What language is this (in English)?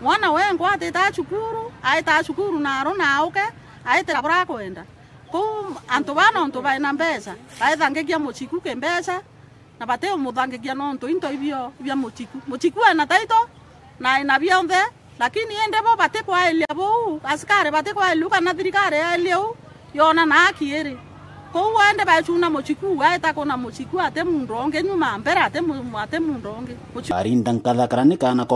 Meru